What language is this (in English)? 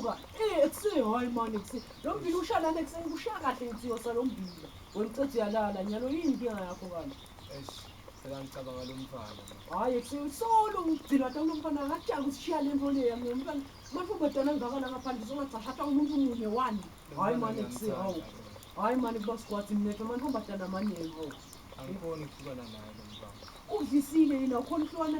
Zulu